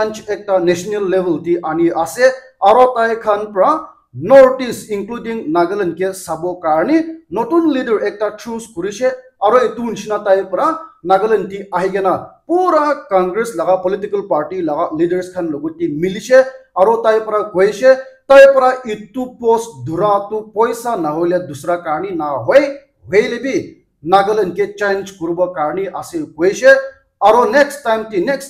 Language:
Naga Pidgin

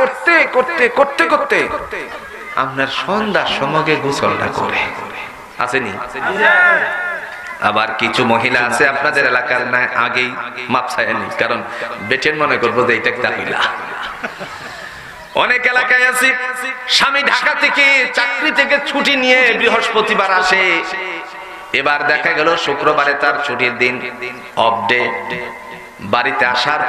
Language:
Bangla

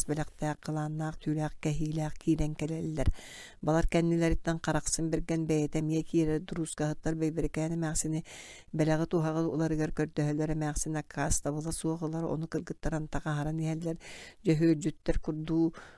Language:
Yakut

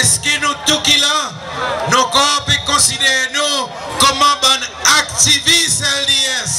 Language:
Seselwa Creole French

